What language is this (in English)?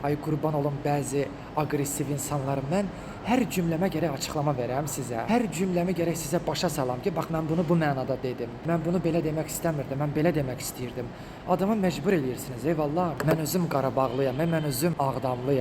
Azerbaijani